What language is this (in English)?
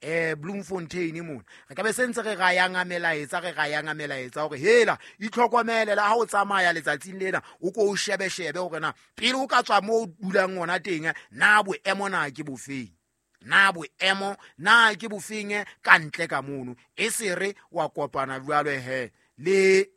Southern Sotho